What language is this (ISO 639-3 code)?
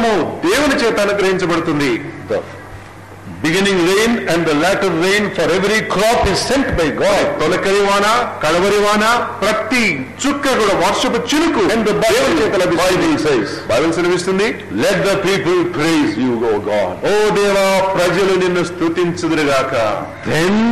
tel